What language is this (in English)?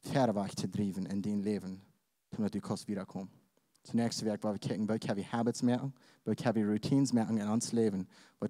Plautdietsch